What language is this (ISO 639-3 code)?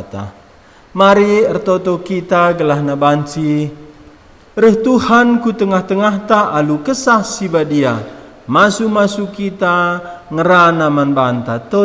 btx